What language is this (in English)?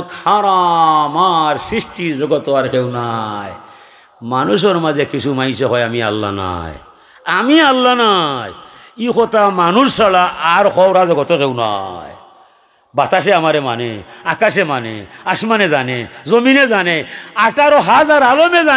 Sylheti